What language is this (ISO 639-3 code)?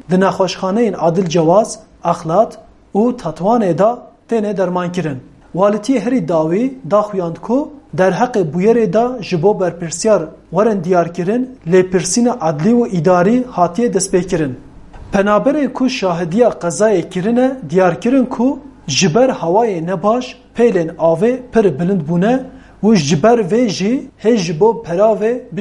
kur